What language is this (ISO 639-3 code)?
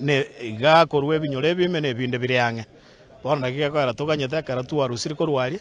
guz